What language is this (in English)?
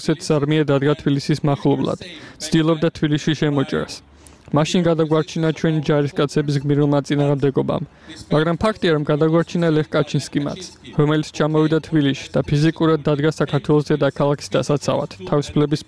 Georgian